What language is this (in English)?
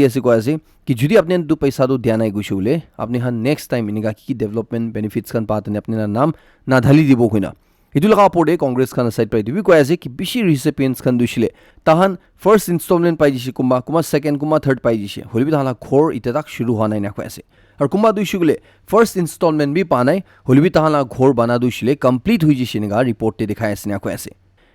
Naga Pidgin